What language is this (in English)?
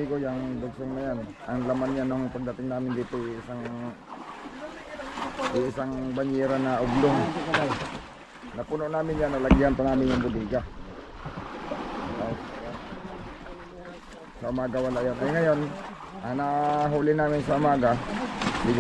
Filipino